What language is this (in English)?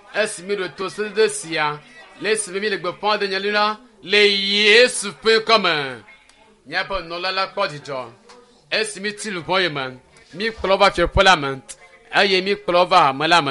Ewe